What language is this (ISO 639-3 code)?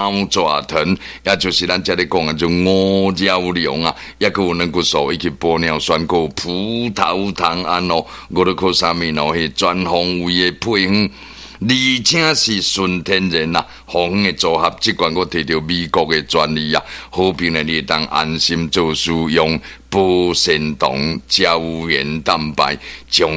nan